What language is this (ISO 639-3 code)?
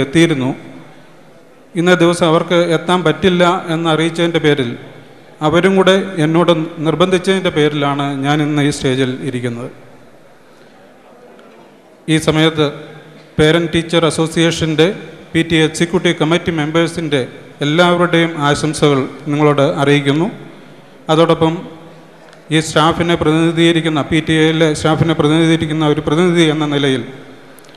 mal